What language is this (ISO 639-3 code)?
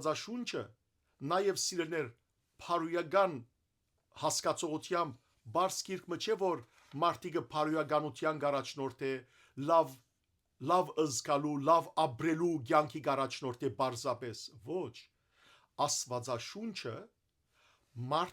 hyw